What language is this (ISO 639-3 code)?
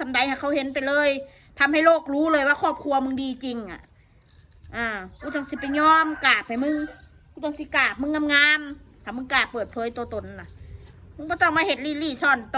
tts